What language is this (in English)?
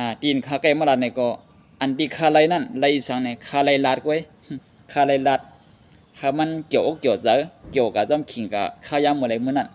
Shan